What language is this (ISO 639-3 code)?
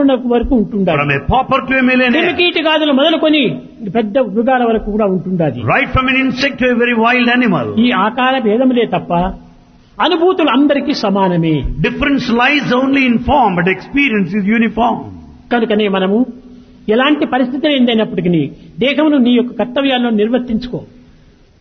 tel